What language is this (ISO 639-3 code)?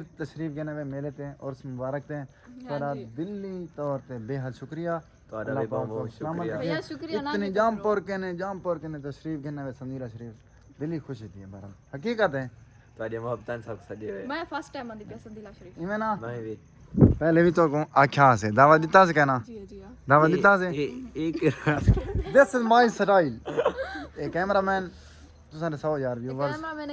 skr